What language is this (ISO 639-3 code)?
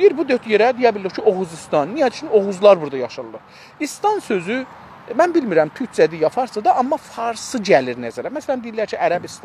azb